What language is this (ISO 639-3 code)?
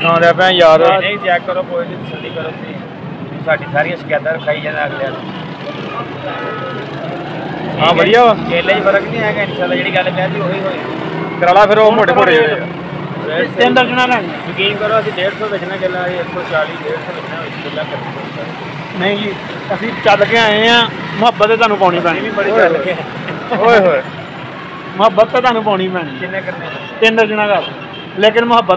pan